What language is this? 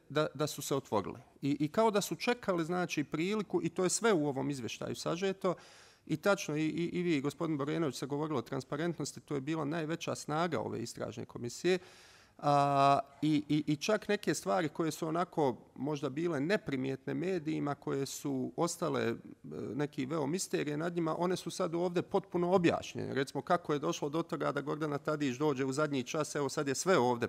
Bosnian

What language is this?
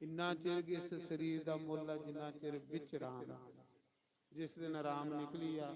Dogri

